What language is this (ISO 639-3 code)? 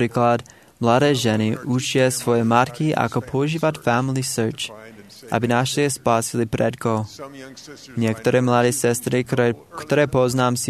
slk